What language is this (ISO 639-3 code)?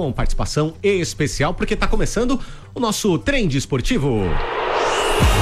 por